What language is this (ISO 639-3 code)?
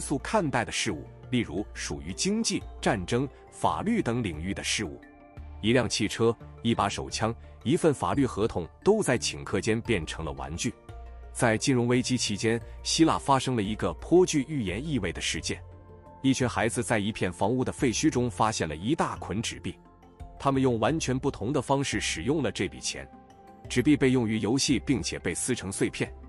zho